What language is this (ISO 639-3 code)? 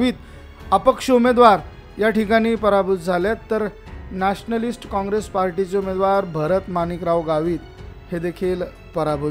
mar